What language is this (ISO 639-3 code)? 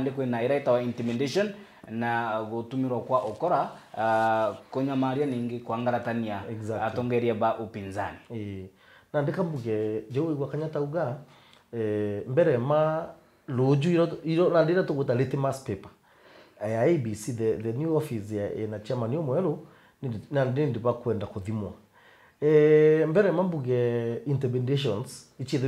mer